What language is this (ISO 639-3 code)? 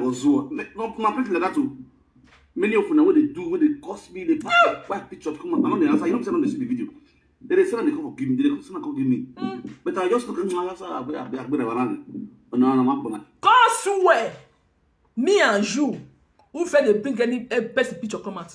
pcm